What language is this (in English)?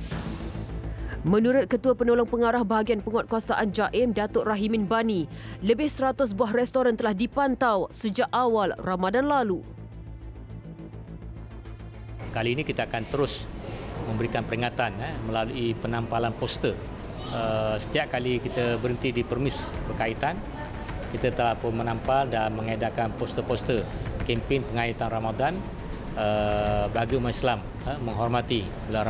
Malay